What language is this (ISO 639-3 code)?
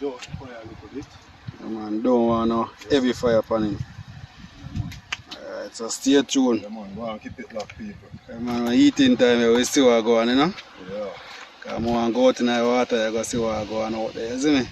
jam